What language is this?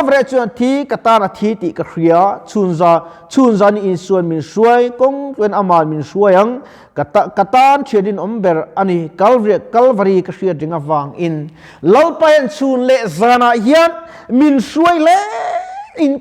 Mizo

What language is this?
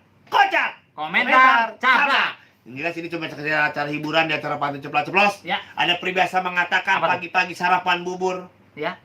Betawi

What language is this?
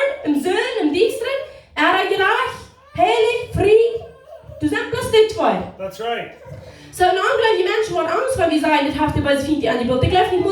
Plautdietsch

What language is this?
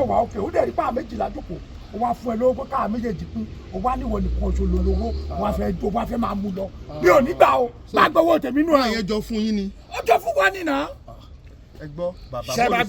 Yoruba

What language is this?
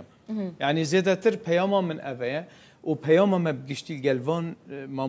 Kurdish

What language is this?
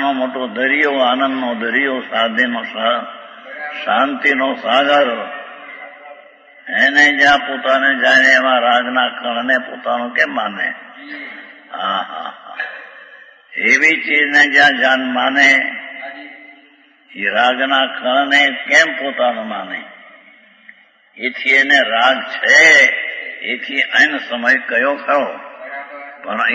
Gujarati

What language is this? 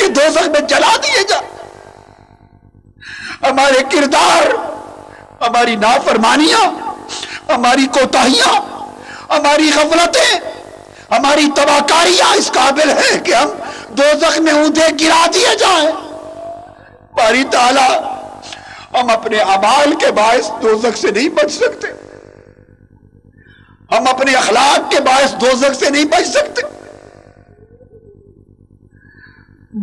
Urdu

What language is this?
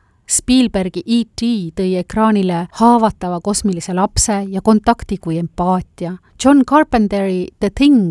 Estonian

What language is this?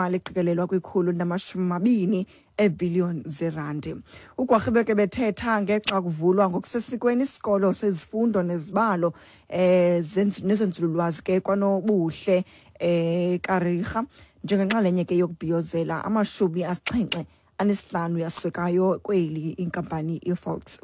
Xhosa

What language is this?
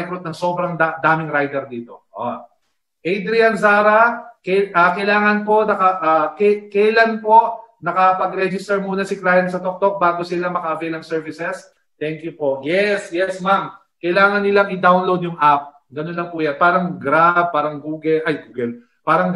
Filipino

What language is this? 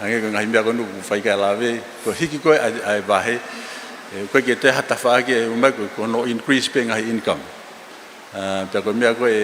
Tongan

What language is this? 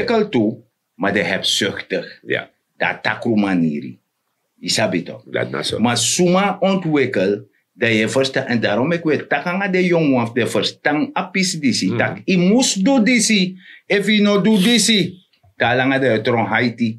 Sranan Tongo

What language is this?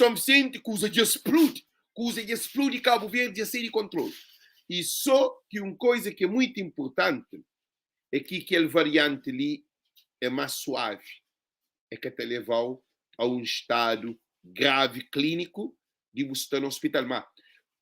Kabuverdianu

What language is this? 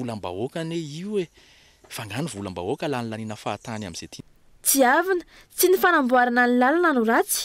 Malagasy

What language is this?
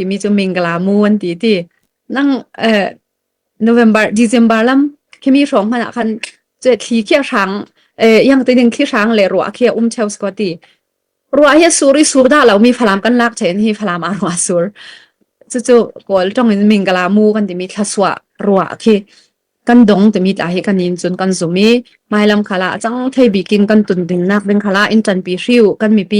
Falam Chin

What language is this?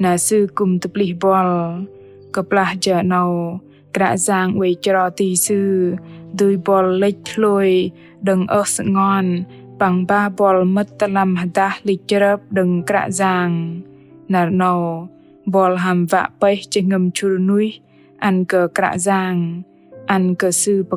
Bahnar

